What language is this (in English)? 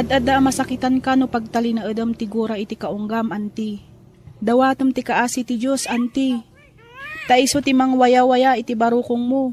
Iloko